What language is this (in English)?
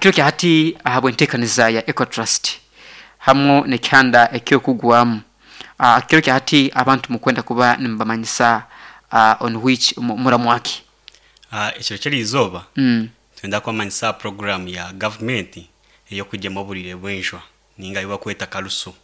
Nyankole